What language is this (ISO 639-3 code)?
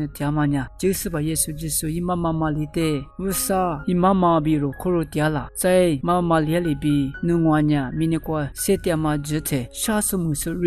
lis